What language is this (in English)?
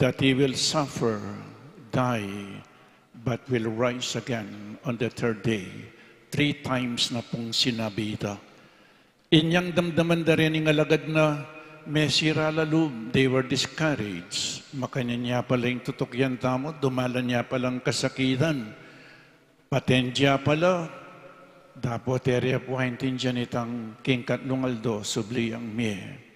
Pampanga